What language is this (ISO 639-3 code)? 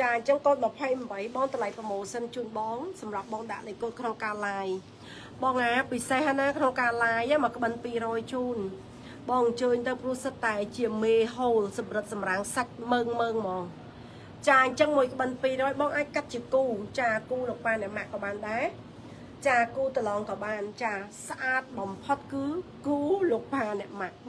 khm